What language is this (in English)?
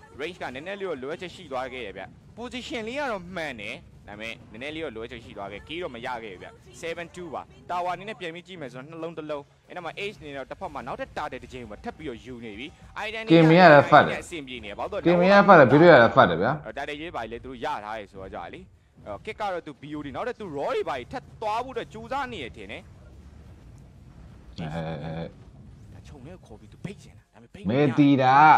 Burmese